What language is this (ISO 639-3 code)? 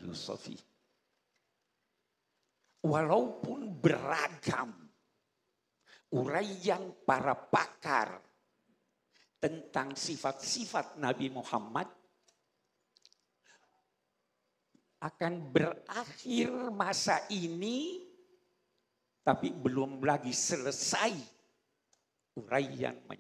ind